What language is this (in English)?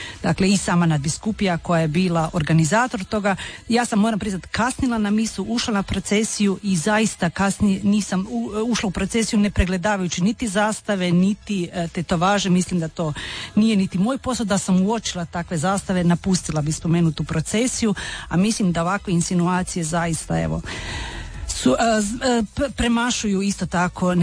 Croatian